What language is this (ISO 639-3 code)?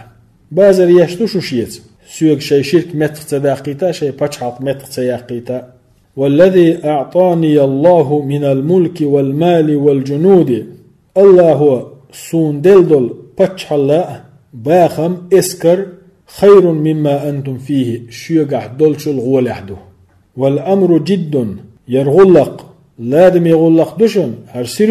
che